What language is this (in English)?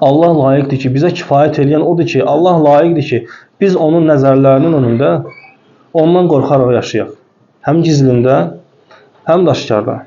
Azerbaijani